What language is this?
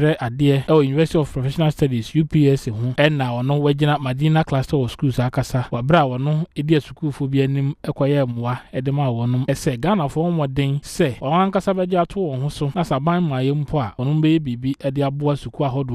Akan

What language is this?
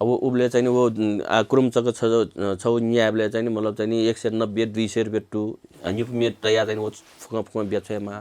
Newari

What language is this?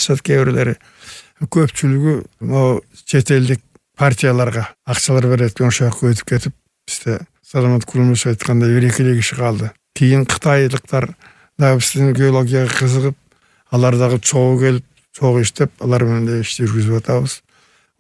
Kyrgyz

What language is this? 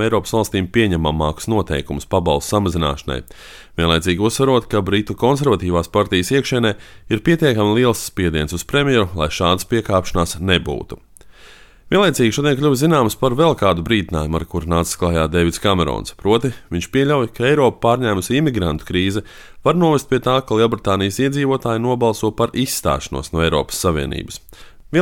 Latvian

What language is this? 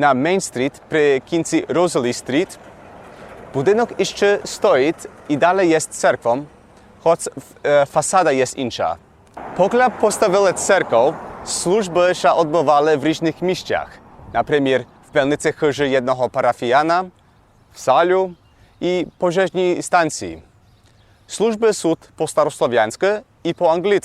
Rusyn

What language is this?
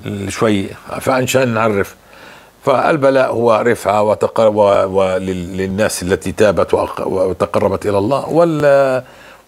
North Levantine Arabic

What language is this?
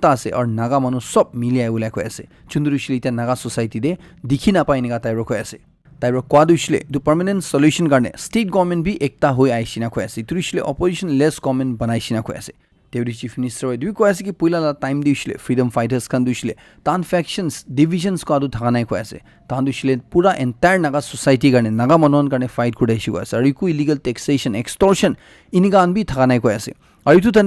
Naga Pidgin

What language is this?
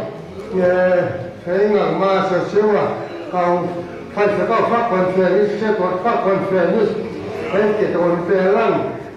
Tongan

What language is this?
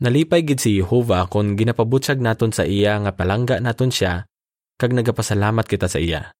Hiligaynon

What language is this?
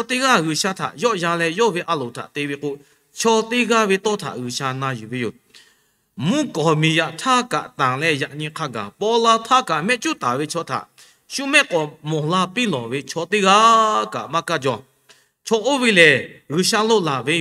Lahu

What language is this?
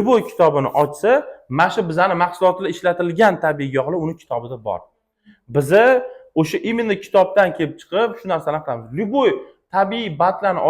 Uzbek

